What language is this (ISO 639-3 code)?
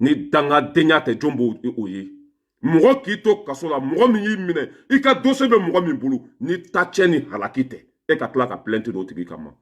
bam